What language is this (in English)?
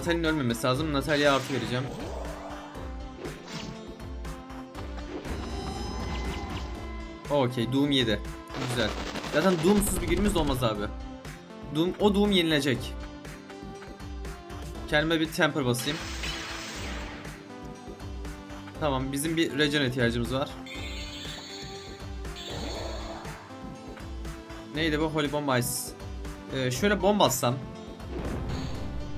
Turkish